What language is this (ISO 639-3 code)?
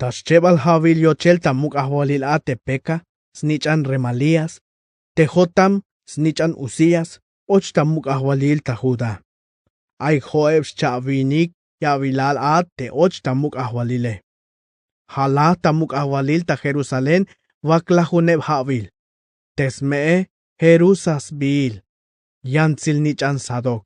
tzh